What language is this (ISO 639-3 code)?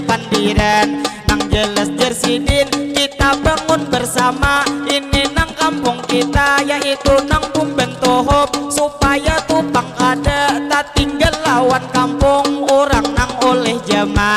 bjn